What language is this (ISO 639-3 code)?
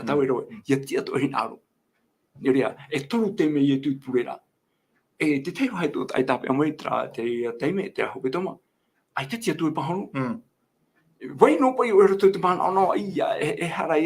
tah